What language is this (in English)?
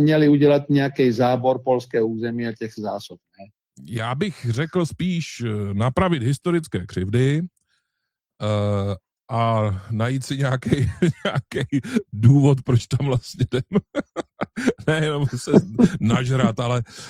Czech